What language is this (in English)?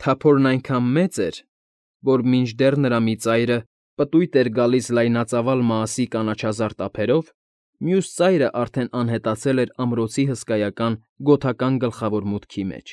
Armenian